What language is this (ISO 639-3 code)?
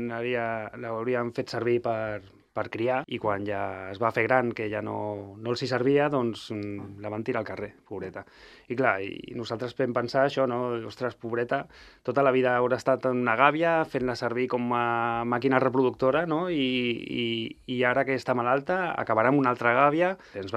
cat